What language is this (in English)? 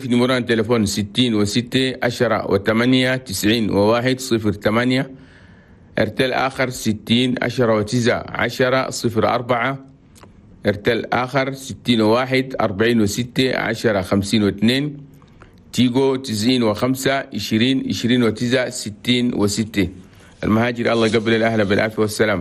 Chadian Arabic